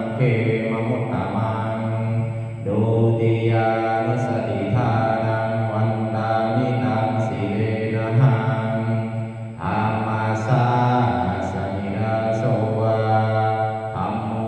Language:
Pali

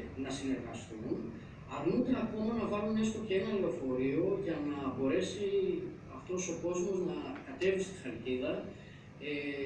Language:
Greek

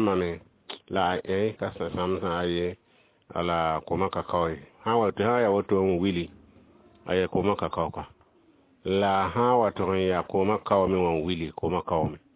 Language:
Mossi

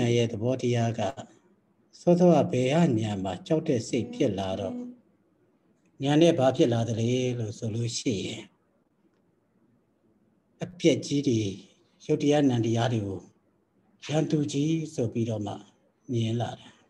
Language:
Burmese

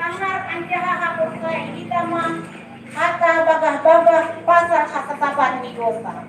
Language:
Batak Simalungun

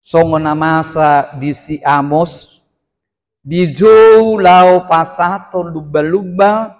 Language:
Batak Toba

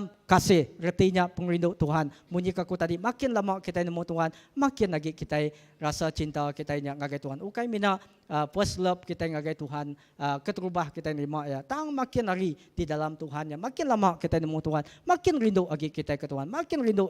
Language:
Iban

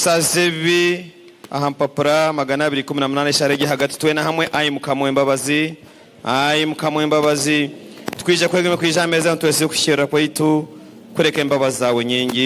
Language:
Nyankole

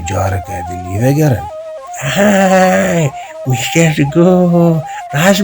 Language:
Kurdish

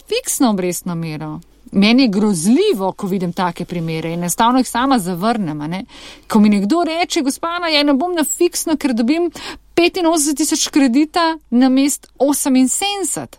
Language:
Slovenian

